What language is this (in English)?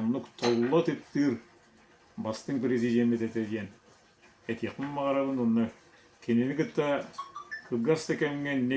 Yakut